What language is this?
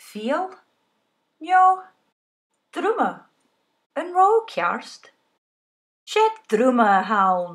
Scottish Gaelic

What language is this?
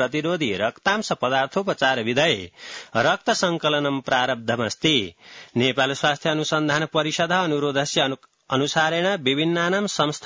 Sanskrit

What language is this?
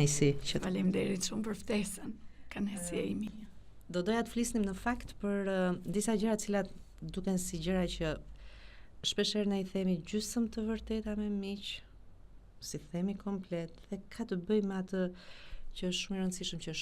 Albanian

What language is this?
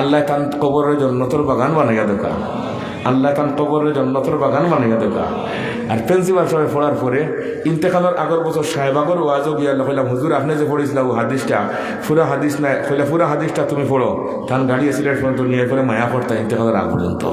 Sylheti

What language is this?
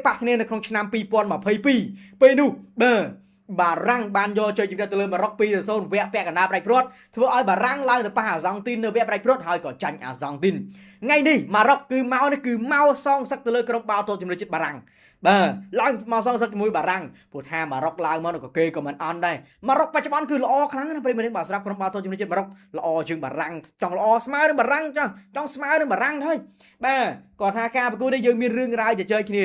Khmer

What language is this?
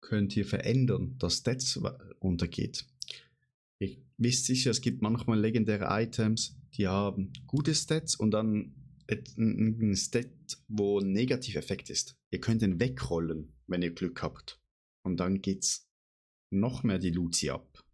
Swiss German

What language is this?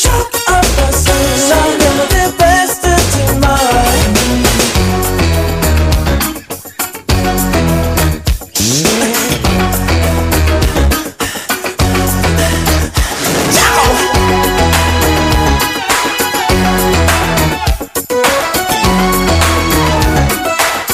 Danish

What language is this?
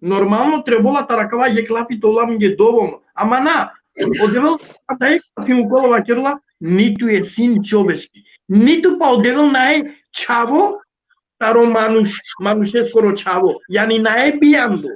Balkan Romani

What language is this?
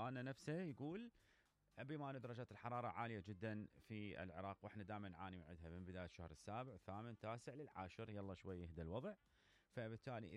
Mesopotamian Arabic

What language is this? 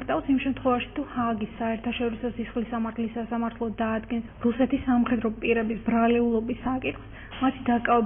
Georgian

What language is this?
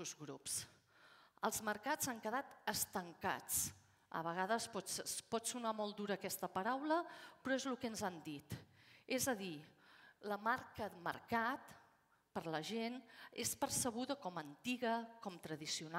Catalan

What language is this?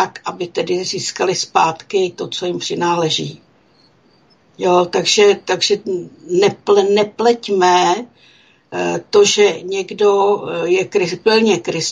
Czech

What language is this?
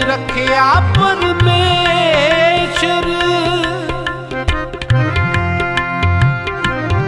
Punjabi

